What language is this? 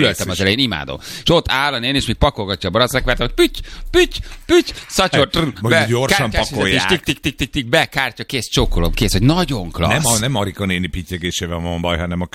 Hungarian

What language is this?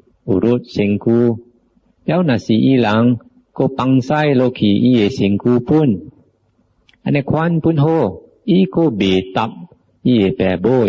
Min Nan Chinese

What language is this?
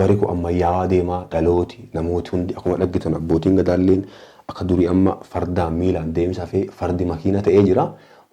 Oromo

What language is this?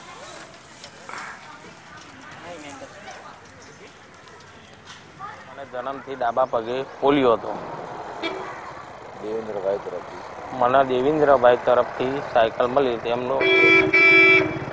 Gujarati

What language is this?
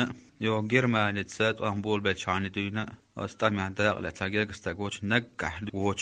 Chechen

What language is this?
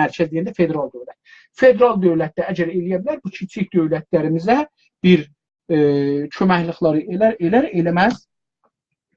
South Azerbaijani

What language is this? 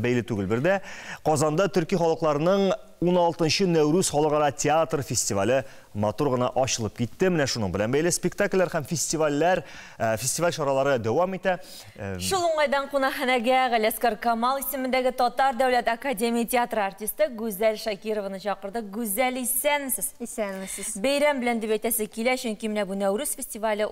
Tatar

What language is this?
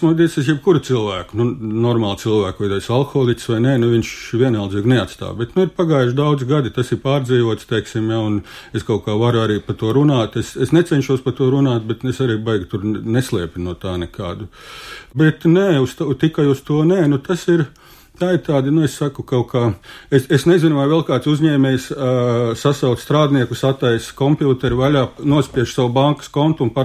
Latvian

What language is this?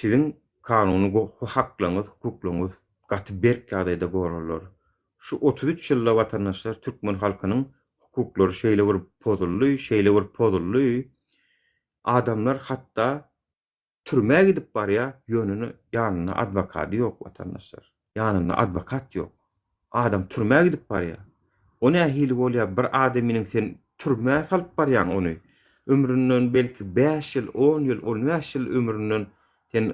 Turkmen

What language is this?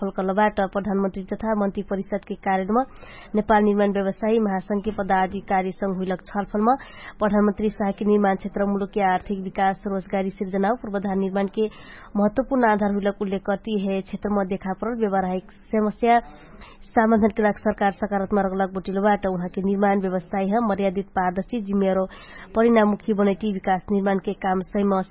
Dangaura Tharu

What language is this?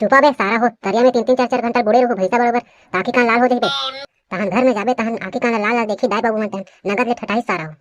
Chhattisgarhi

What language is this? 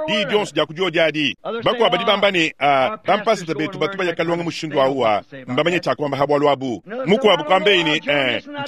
Luba-Lulua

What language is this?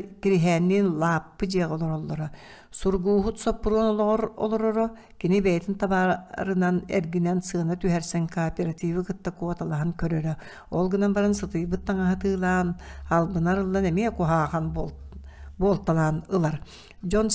Yakut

